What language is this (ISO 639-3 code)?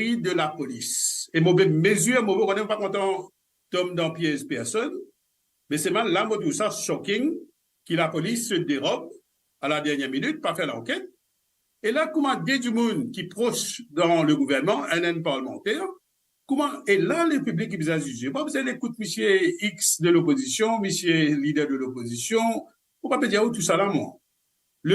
mfe